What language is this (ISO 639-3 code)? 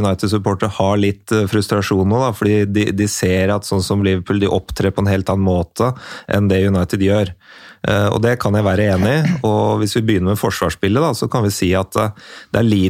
nor